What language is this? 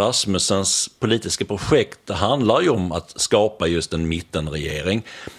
Swedish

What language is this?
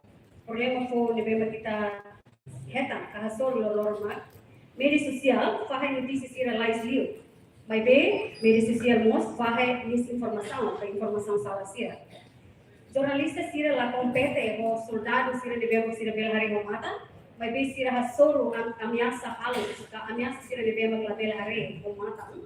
Tetum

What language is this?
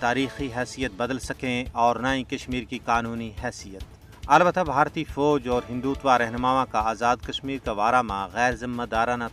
Gujari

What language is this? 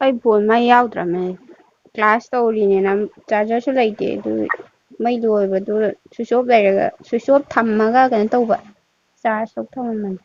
Manipuri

